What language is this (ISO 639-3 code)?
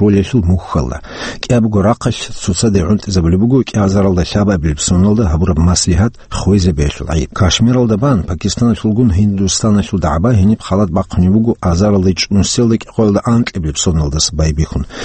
ava